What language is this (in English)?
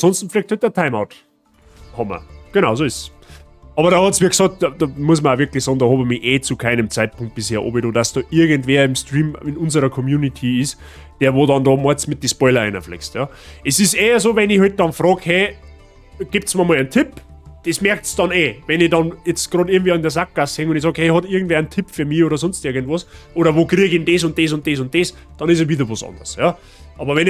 Bavarian